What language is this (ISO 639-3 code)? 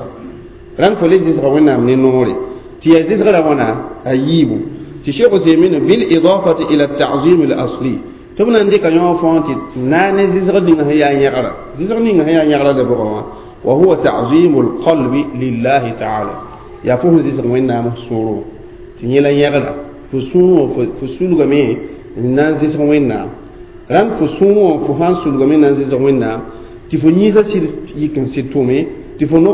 mos